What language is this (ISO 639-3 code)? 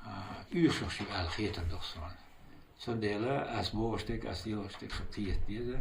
che